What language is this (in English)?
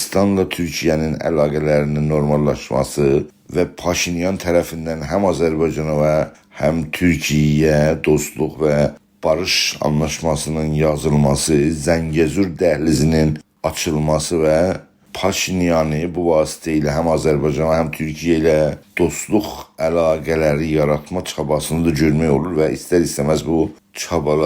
South Azerbaijani